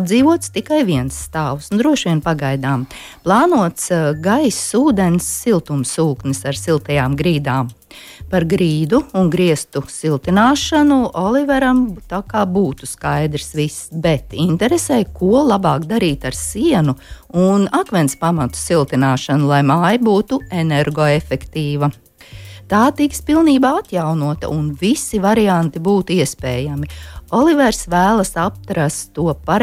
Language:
Latvian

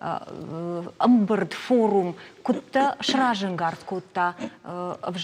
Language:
Ossetic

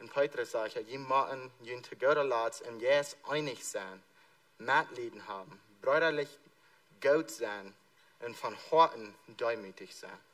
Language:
Plautdietsch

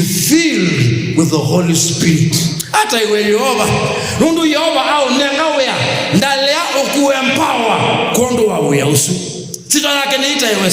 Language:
Kamba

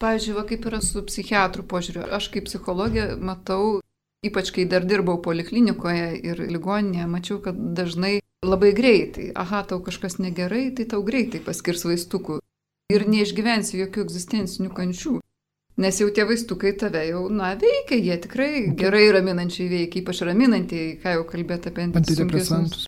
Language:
Lithuanian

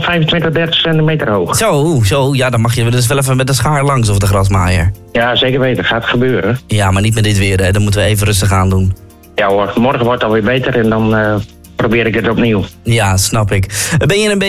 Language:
Dutch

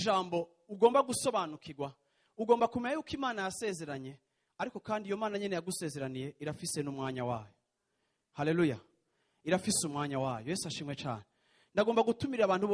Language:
Rundi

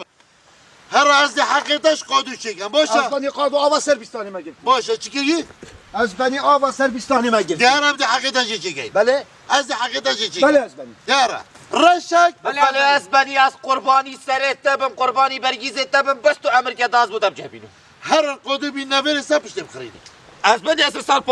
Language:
Kurdish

